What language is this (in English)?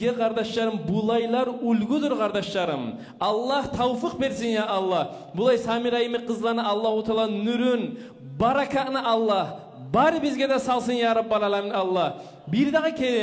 Kumyk